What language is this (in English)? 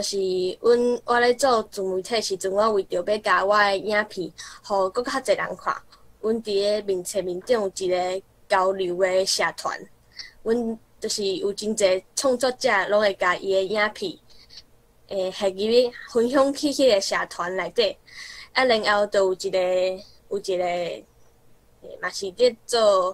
Min Nan Chinese